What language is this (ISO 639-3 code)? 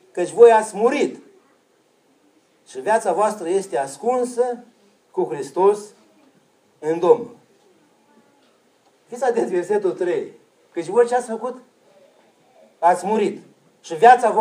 ron